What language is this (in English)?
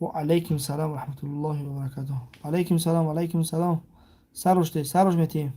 Tajik